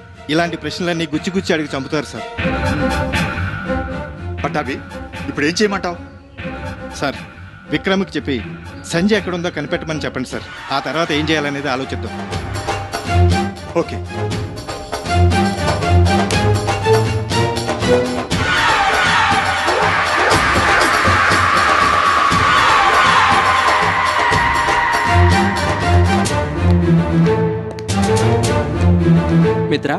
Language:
Telugu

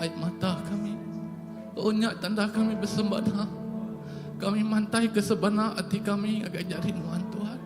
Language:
Iban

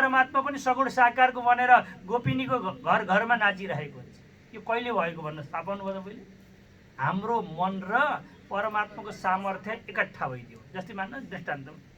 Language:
Nepali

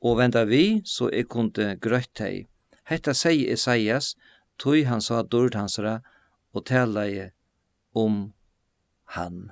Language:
Faroese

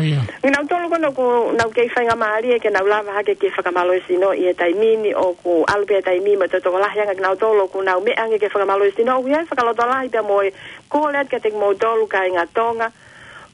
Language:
Tongan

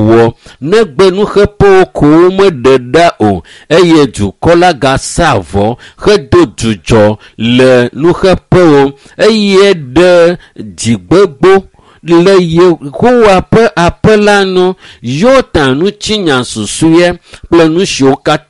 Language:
Ewe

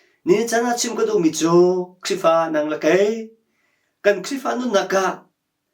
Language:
Hakha Chin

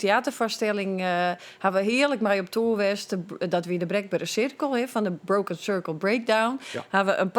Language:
Western Frisian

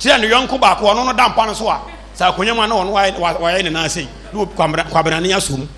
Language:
Akan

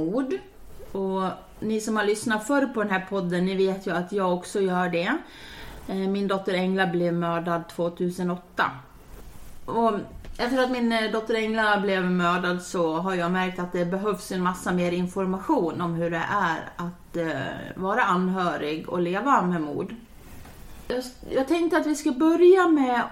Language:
Swedish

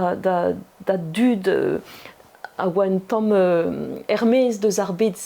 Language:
Breton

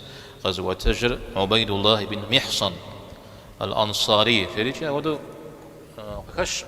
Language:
Kabardian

